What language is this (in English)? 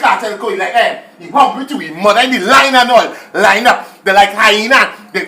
Jamaican Creole English